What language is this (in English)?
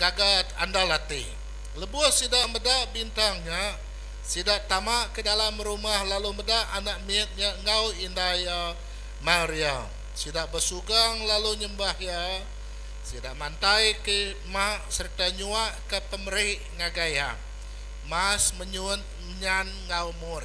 Iban